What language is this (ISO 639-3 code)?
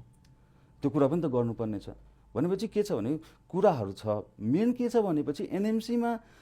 nep